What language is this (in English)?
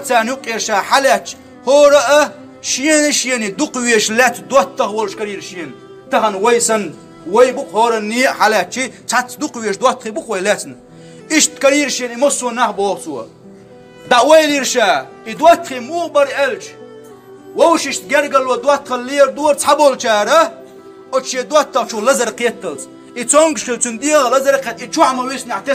Chechen